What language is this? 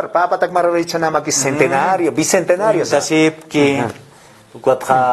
Aymara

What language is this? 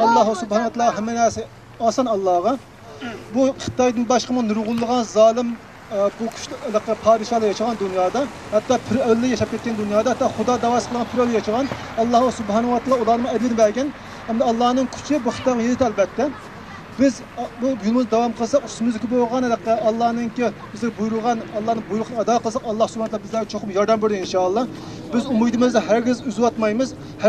Uyghur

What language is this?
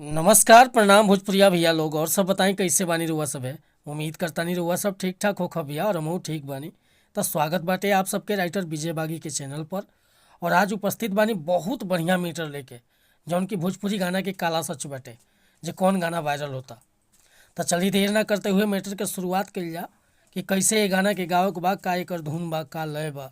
Bhojpuri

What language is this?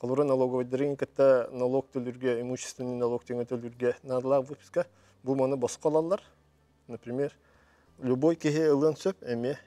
Yakut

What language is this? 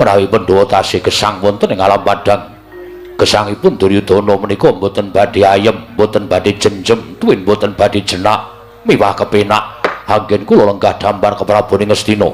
Javanese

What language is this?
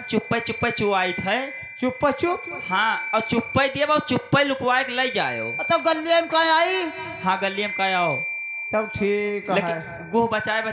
Awadhi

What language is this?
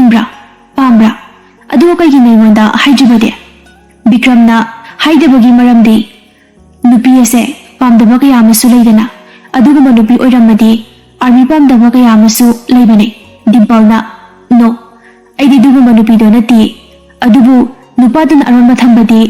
Manipuri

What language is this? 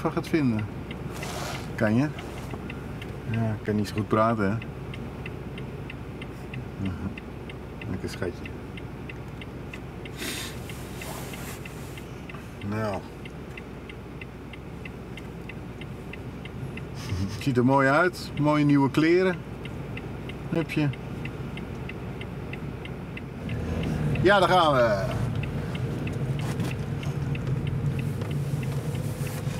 Dutch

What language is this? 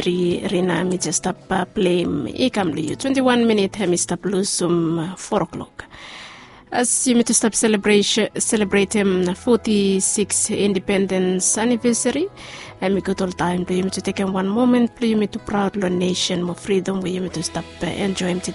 Bislama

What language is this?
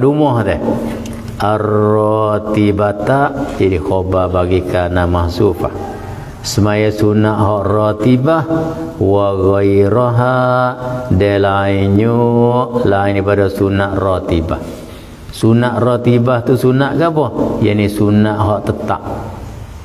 Malay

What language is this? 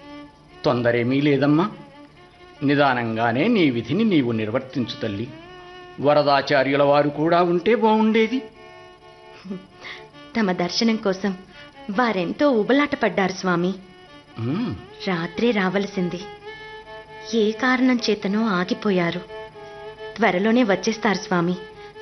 Telugu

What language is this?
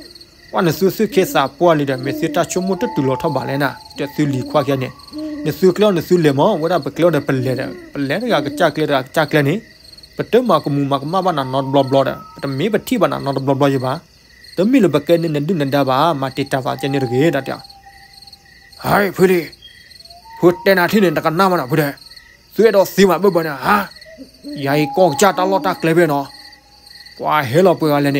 S'gaw Karen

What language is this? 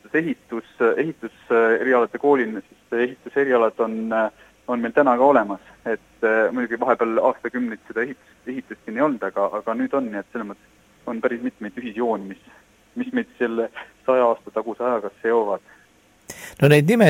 Estonian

